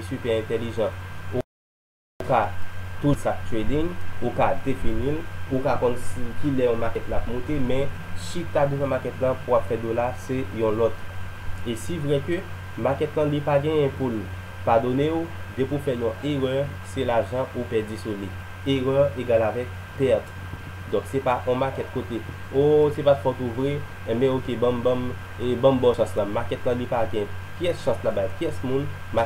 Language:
Haitian Creole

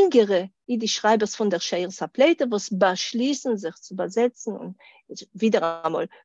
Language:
Yiddish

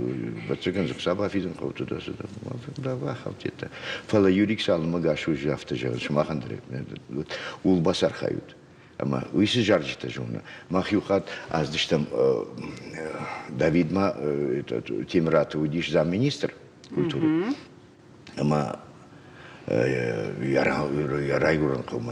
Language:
Ossetic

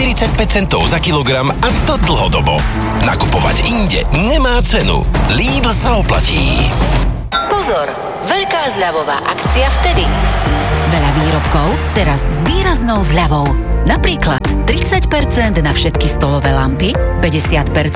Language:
Slovak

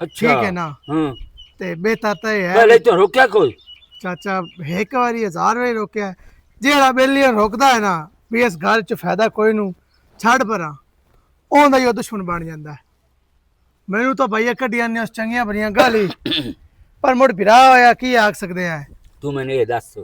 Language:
Western Panjabi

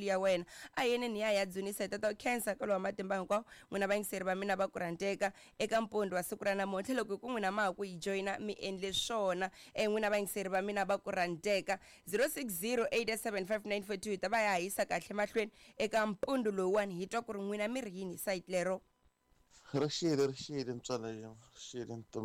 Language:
Tsonga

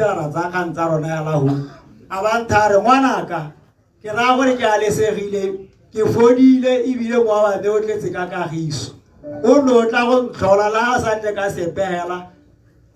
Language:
Tswana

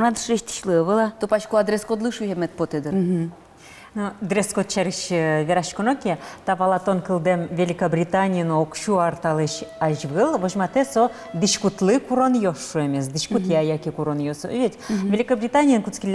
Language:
Udmurt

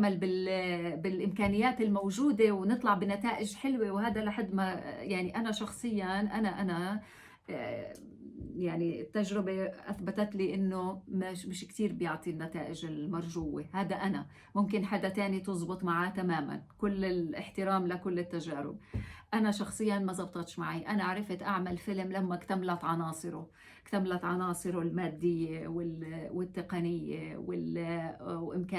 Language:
North Levantine Arabic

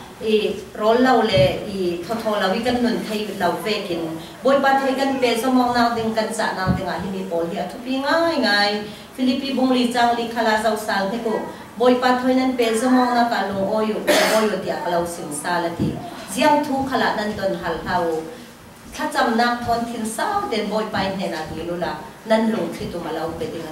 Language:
Falam Chin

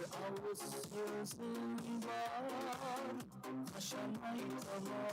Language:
Kara-Kalpak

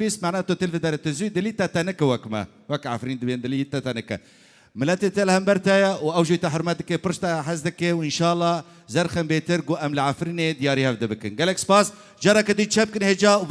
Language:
Kurdish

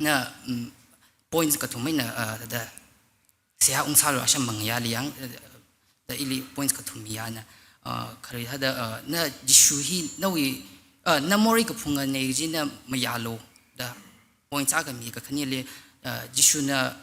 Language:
Tangkhul Naga (India)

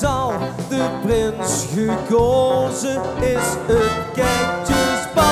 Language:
Limburgish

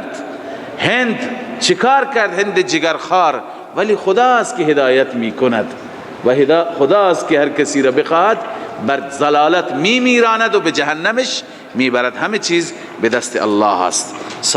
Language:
Persian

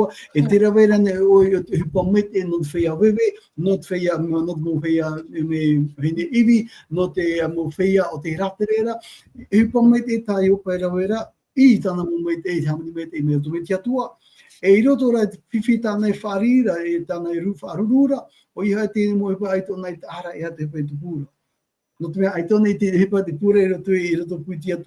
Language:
Tahitian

